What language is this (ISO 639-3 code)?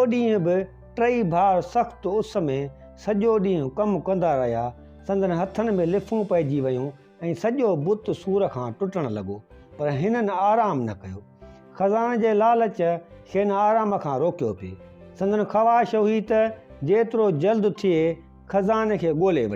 snd